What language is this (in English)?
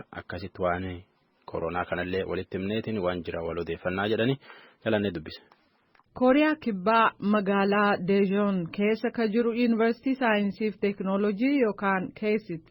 Oromo